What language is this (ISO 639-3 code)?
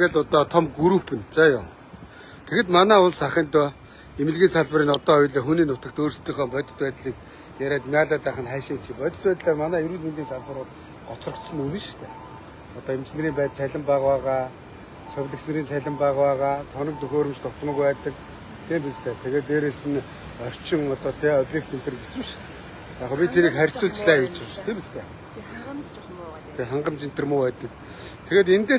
mon